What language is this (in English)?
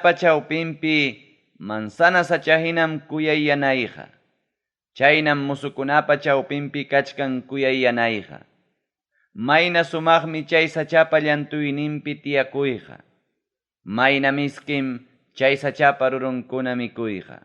Ayacucho Quechua